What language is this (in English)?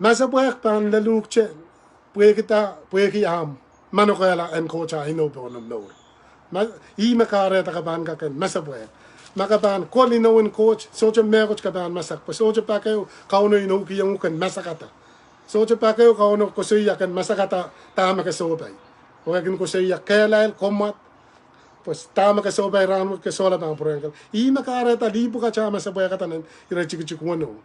Pohnpeian